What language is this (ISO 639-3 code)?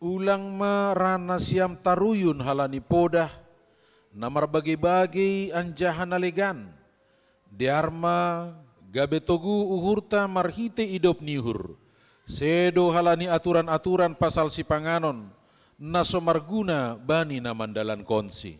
bts